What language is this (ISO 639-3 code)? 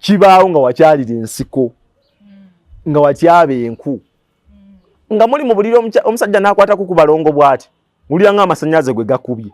lug